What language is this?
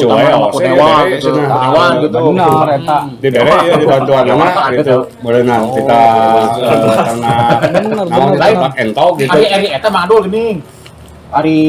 Sundanese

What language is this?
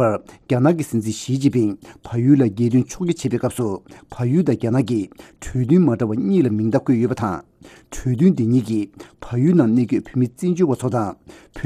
Tibetan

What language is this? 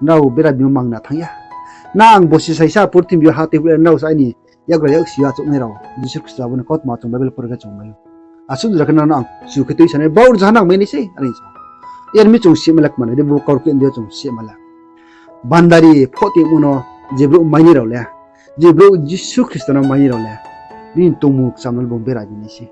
Riang (India)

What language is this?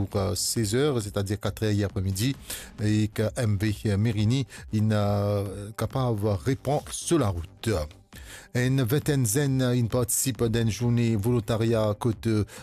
Morisyen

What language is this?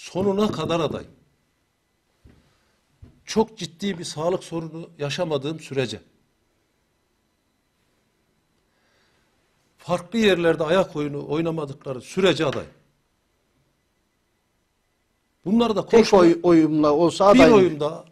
Turkish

